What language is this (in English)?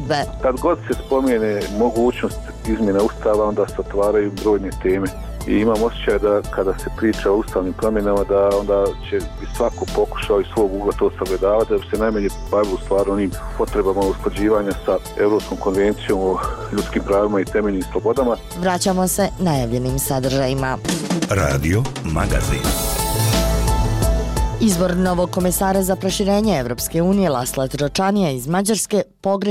Bosnian